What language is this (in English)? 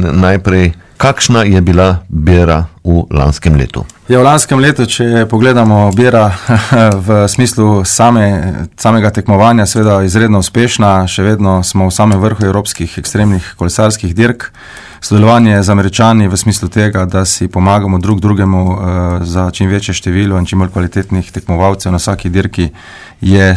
Slovenian